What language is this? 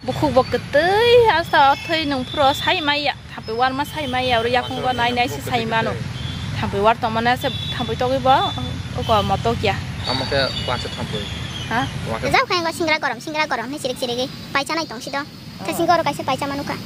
Kok Borok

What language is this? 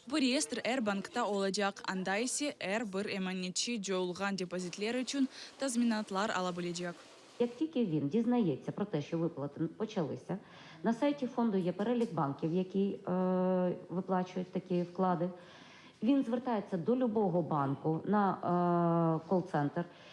Crimean Tatar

